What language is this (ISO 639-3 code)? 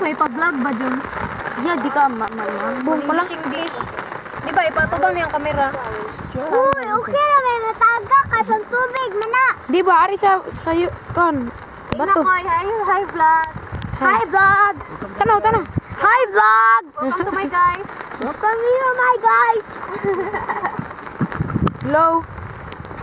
ceb